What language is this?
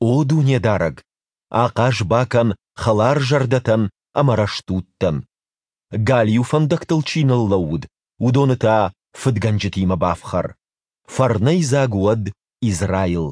Ossetic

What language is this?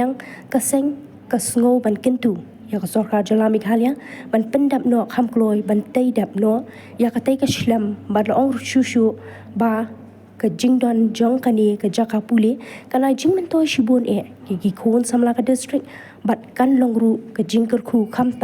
Khasi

